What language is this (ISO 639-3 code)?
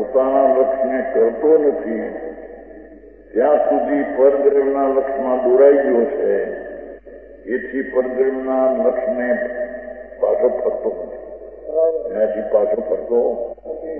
guj